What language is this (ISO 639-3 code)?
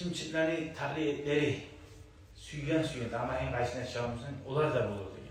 kum